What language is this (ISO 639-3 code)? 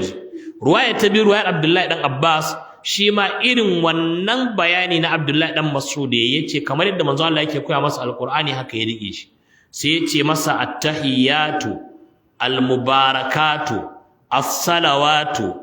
hau